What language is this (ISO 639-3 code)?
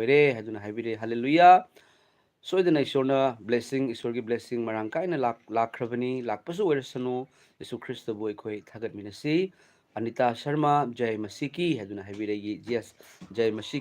mni